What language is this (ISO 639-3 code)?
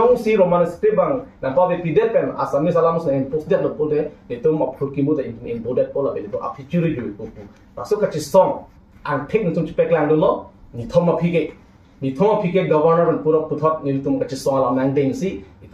mjw